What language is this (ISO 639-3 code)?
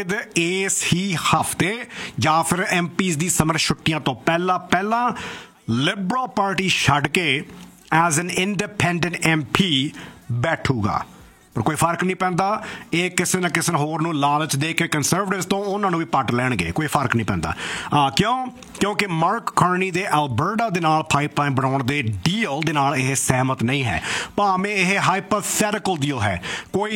pan